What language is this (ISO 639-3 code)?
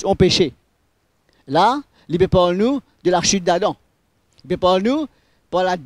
mfe